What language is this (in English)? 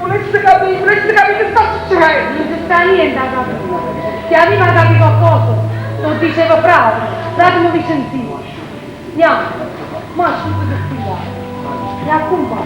Neapolitan